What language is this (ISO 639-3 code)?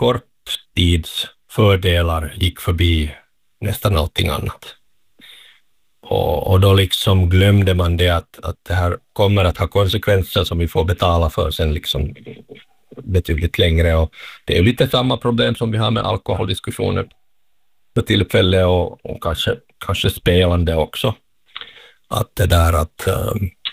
swe